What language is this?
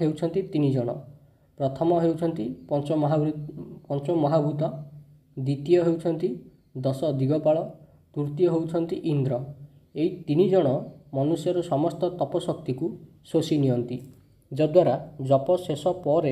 Odia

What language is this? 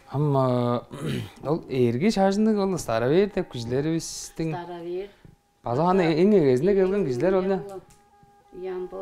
Tuvinian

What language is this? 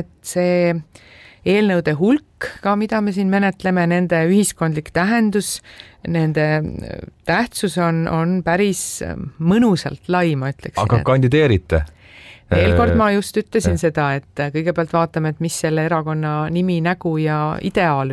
Estonian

